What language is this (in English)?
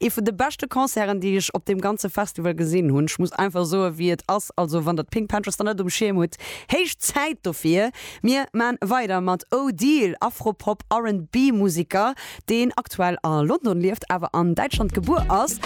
Luxembourgish